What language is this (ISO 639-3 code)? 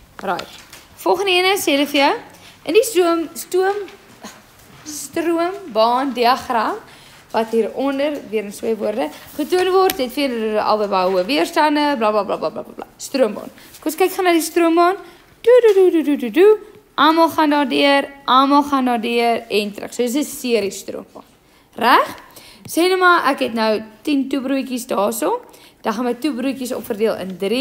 afr